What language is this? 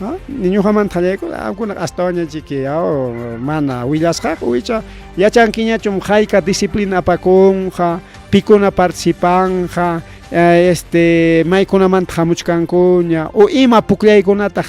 Ayacucho Quechua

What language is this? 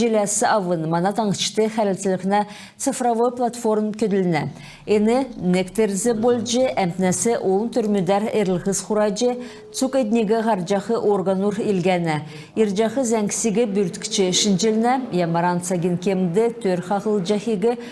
Kalmyk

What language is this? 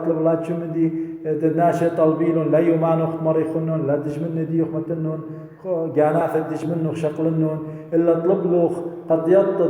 Assyrian Neo-Aramaic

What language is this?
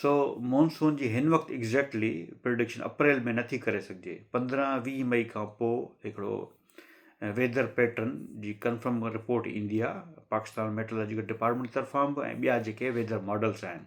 Sindhi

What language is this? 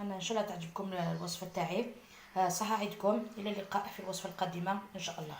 Algerian Arabic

